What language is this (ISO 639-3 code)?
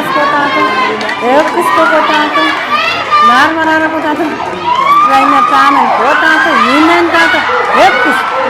pon